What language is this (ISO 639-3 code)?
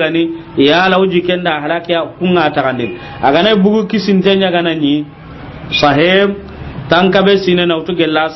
snk